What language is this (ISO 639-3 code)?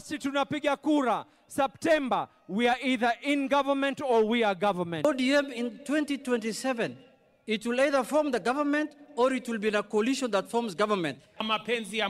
mer